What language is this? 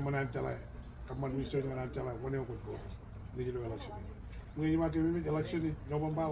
Marshallese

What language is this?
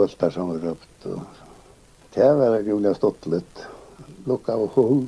Faroese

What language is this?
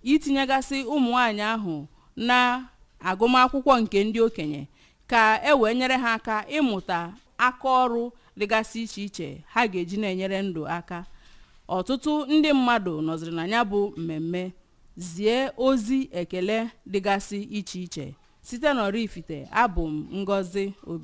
Igbo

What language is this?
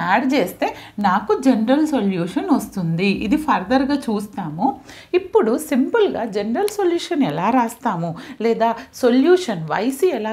Telugu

